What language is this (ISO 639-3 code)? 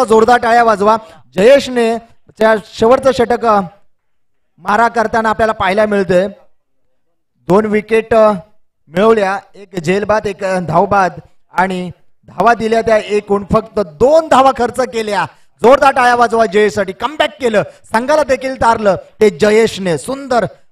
mar